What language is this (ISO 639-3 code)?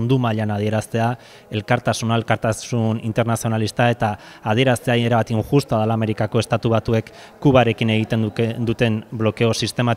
eus